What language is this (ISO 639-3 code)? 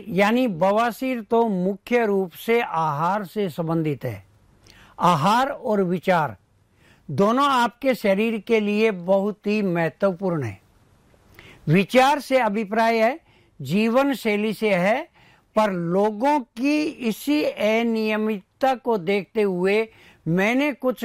hin